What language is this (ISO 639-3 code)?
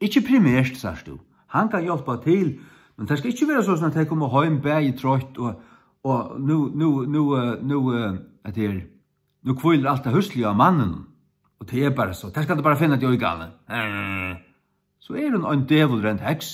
fao